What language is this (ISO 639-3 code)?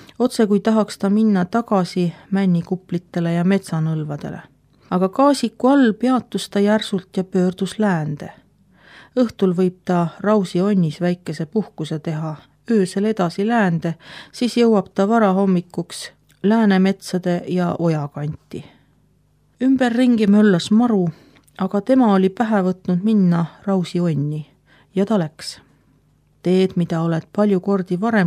est